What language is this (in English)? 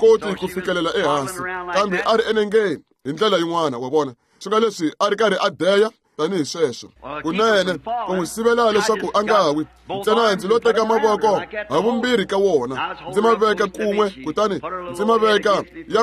Tsonga